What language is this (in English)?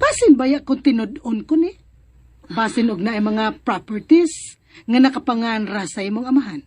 Cebuano